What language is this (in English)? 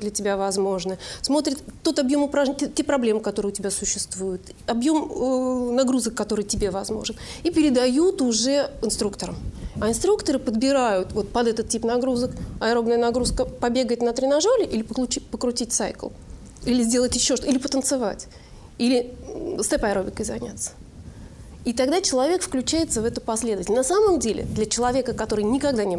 Russian